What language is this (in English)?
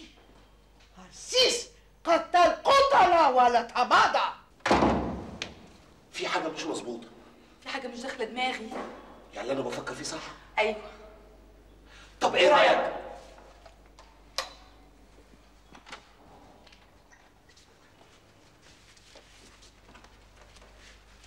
Egyptian Arabic